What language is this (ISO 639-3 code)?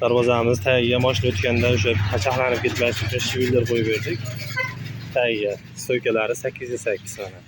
uzb